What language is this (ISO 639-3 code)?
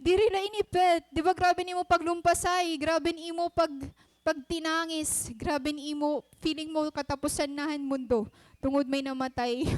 war